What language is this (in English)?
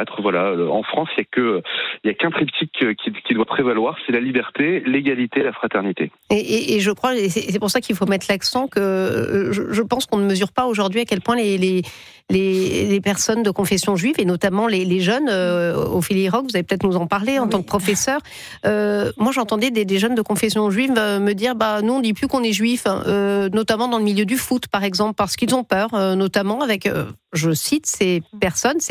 French